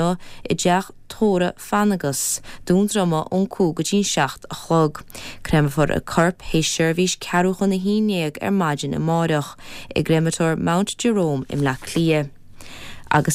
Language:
Irish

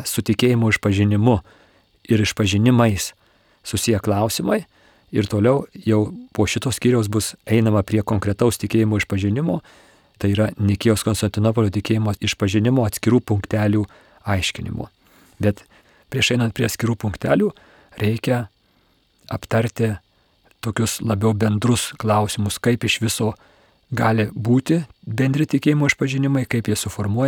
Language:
Lithuanian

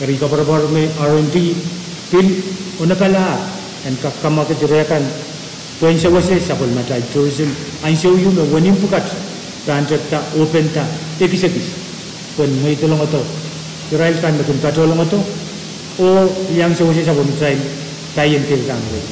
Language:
Pohnpeian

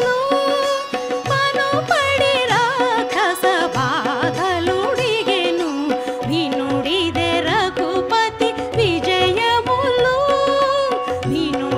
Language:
Telugu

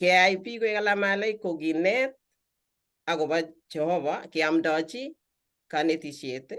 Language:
Kalenjin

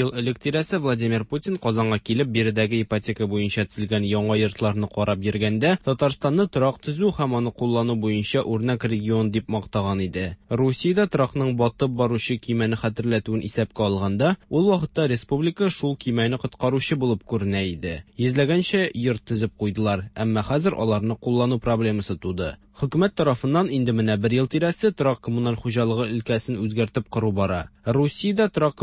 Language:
Tatar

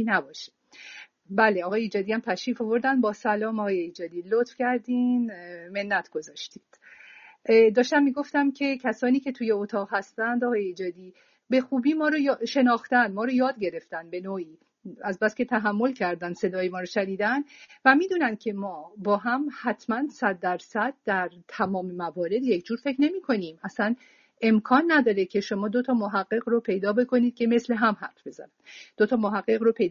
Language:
Persian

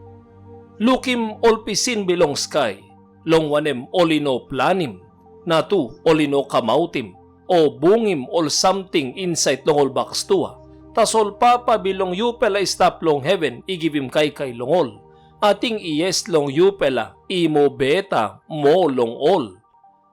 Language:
Tok Pisin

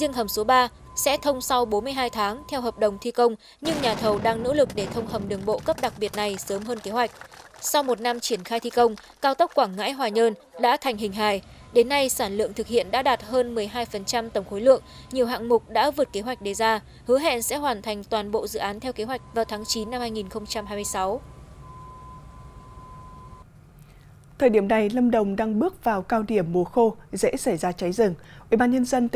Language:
Vietnamese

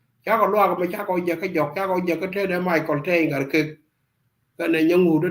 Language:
Nuer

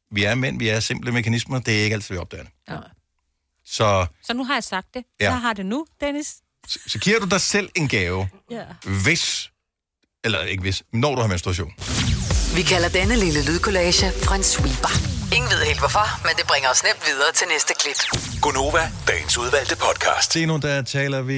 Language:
Danish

